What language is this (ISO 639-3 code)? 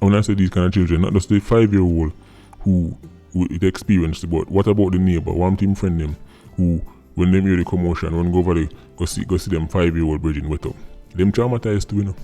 jam